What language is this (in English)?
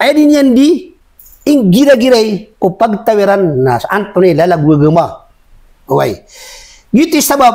Maranao